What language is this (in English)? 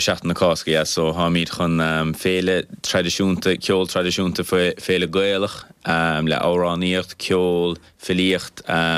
Irish